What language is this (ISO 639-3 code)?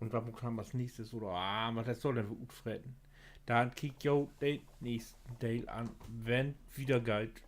nds